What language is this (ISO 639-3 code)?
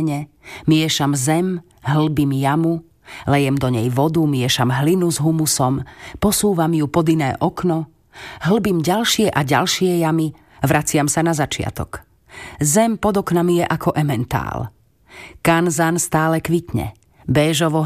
slk